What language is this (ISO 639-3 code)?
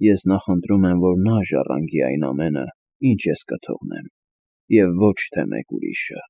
hye